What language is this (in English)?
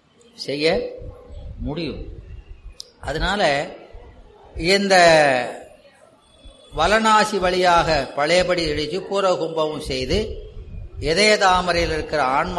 Tamil